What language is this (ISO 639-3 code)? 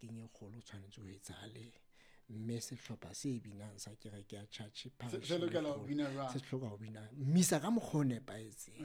sot